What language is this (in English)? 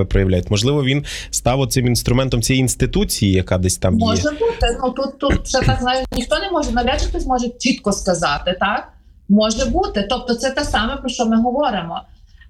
Ukrainian